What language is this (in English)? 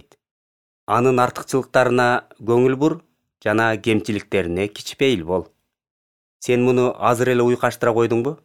Kyrgyz